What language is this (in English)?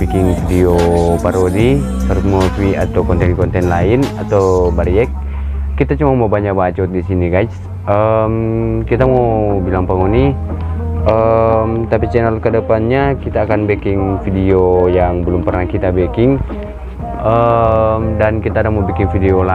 Manado Malay